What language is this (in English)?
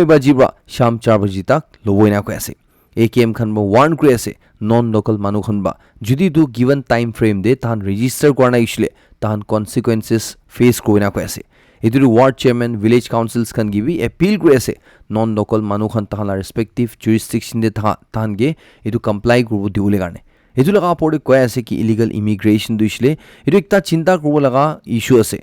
Naga Pidgin